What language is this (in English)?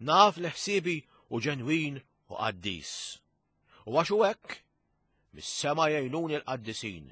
Maltese